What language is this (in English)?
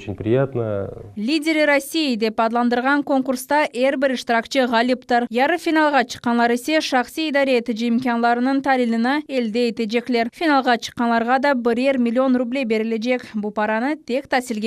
Crimean Tatar